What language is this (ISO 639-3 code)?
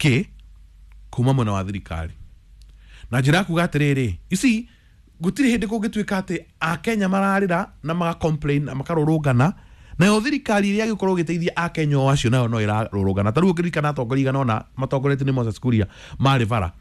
kik